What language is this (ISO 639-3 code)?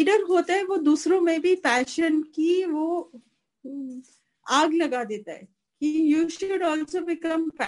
hin